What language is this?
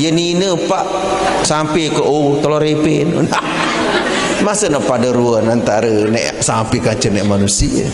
Sasak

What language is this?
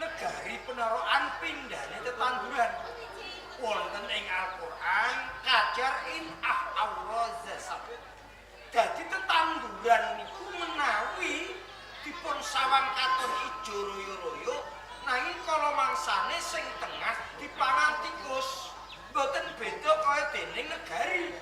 Javanese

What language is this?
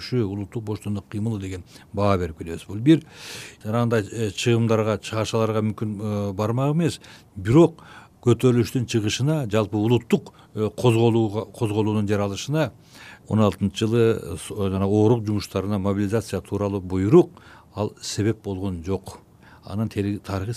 Kyrgyz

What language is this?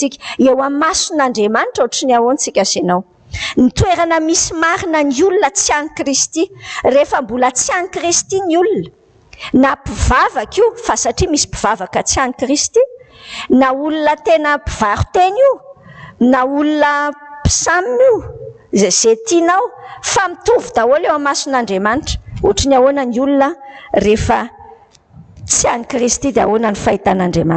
Malagasy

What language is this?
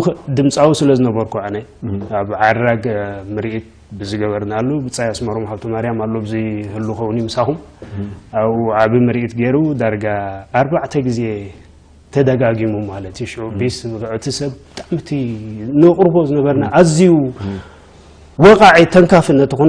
Tigrinya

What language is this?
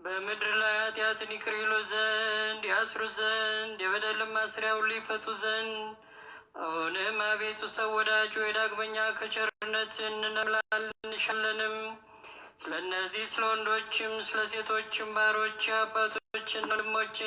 Amharic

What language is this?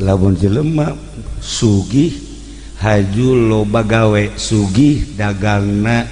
Sundanese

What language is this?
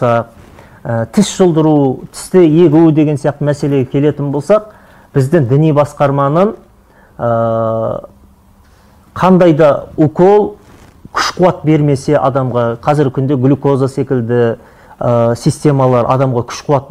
Kazakh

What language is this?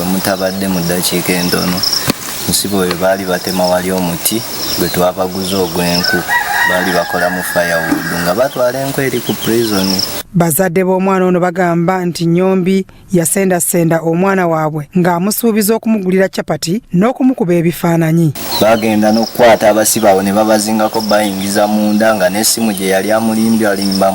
Ganda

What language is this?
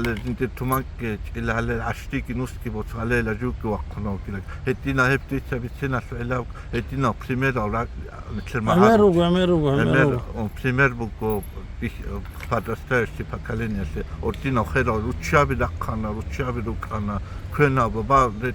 Avaric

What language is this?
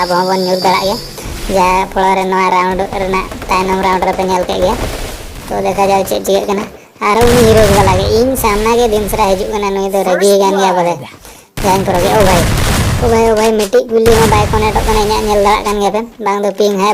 Santali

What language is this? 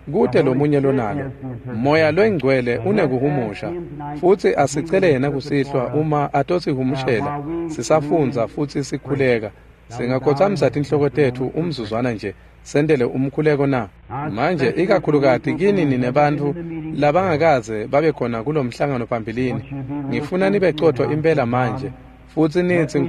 Swati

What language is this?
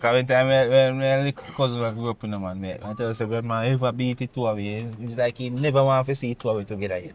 Jamaican Creole English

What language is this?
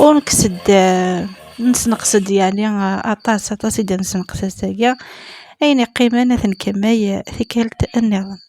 Kabyle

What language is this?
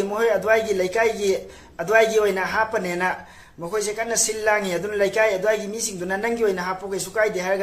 Manipuri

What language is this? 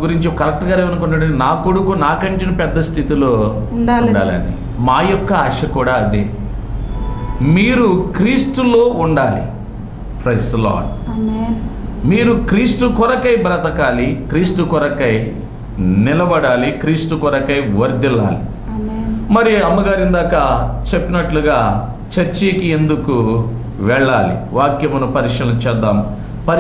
Telugu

